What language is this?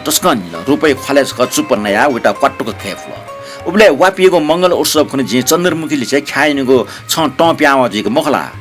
Newari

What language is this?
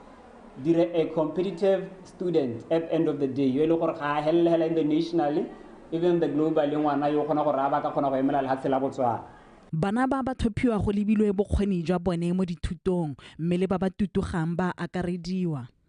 Tswana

